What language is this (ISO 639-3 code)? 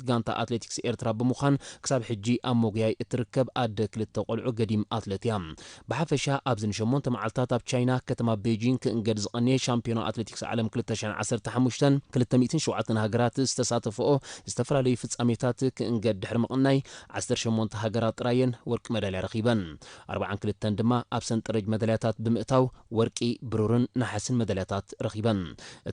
tir